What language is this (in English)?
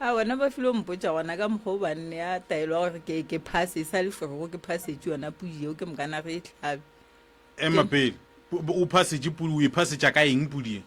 Northern Sotho